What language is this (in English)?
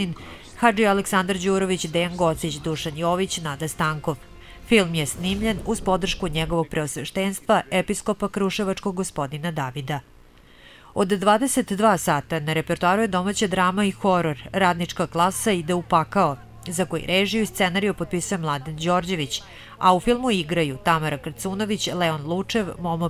Serbian